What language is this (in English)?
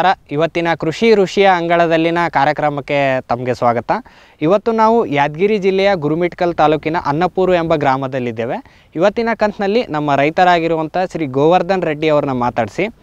Kannada